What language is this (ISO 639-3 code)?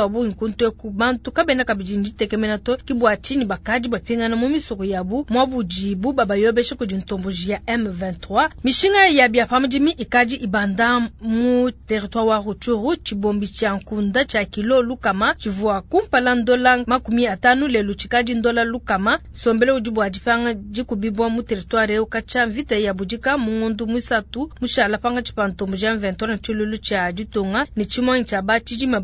lua